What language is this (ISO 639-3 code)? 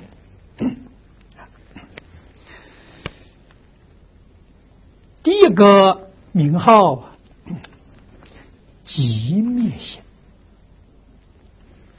zho